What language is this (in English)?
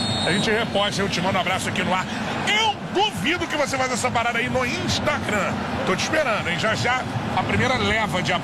Portuguese